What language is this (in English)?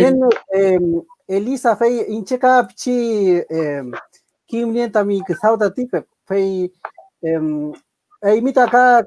Mapuche